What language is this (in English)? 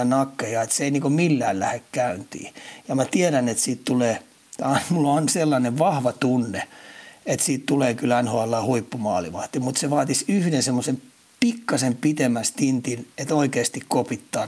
Finnish